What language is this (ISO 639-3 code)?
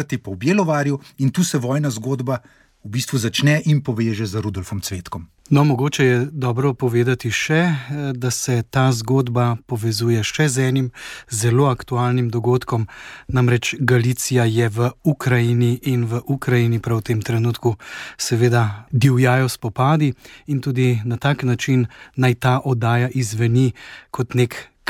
slv